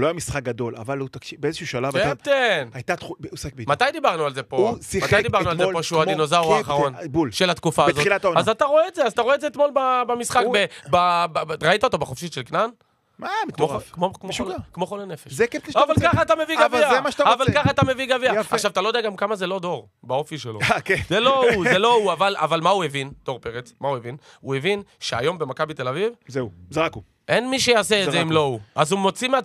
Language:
Hebrew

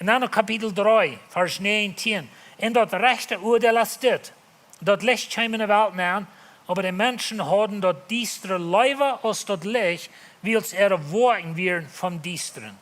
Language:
Plautdietsch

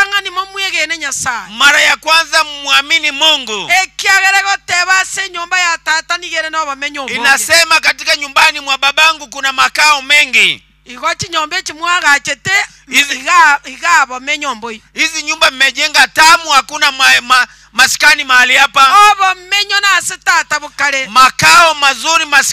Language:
Gusii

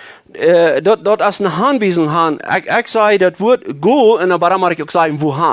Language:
Plautdietsch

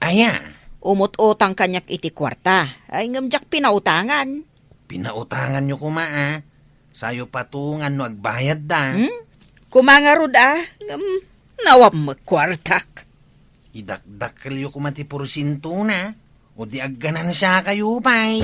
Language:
Iloko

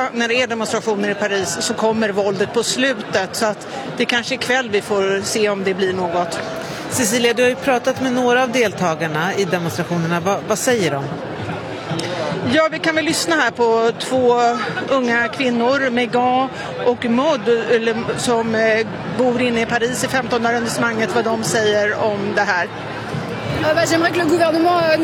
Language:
Swedish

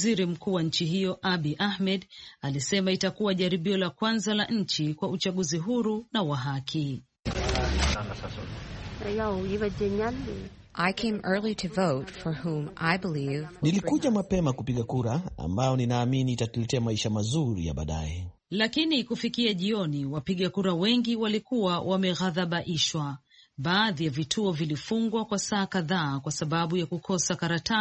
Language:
Swahili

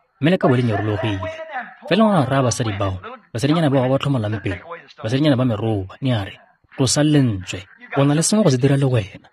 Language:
Tswana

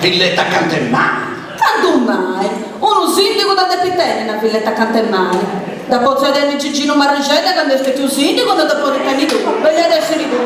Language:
Sardinian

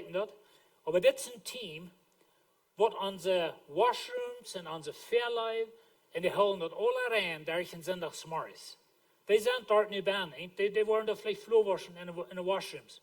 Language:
Plautdietsch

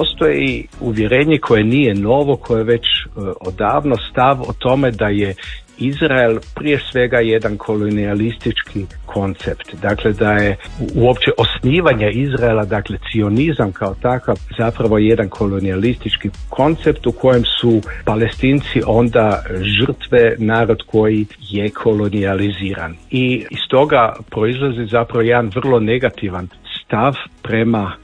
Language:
Croatian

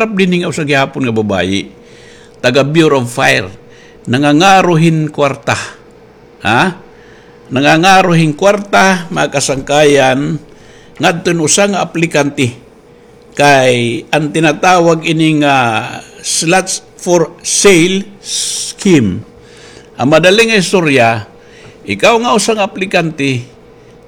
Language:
Waray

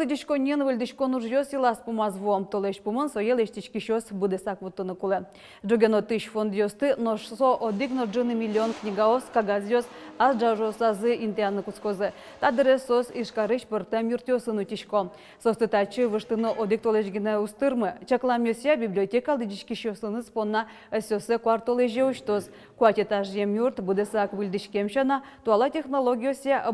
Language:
Udmurt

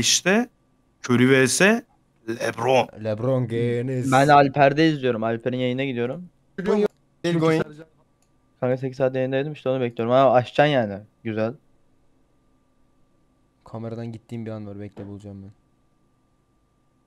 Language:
Turkish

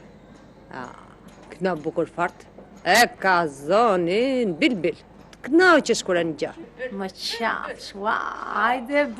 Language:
Albanian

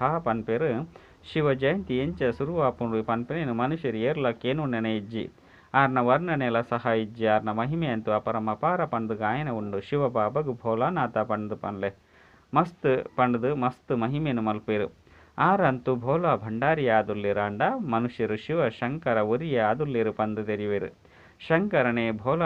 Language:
Tulu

